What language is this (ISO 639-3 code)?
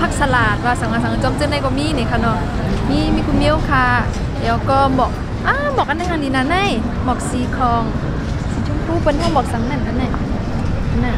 shn